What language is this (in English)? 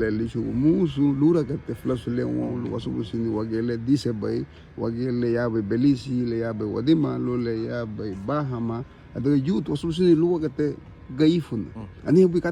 Garifuna